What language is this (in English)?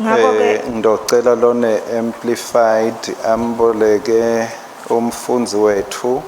Swati